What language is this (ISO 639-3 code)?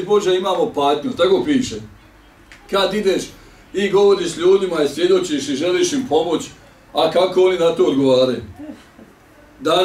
bos